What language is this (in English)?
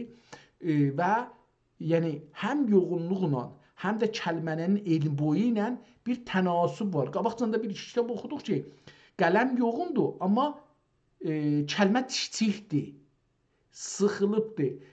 South Azerbaijani